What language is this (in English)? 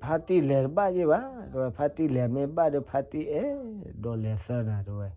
S'gaw Karen